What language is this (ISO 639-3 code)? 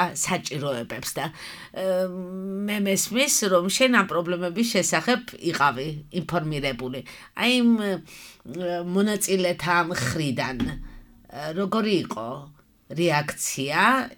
kat